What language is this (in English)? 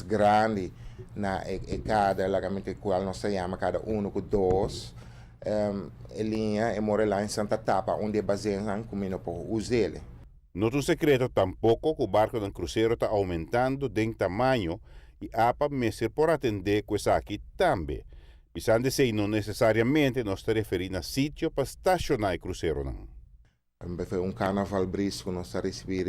Papiamento